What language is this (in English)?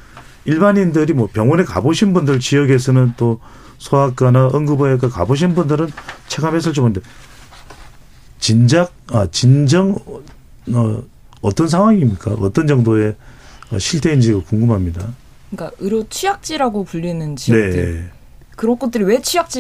Korean